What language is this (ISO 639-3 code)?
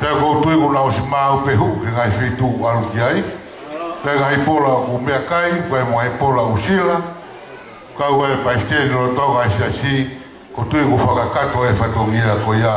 ton